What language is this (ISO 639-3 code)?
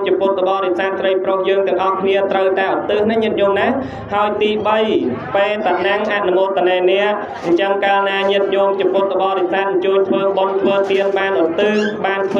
khm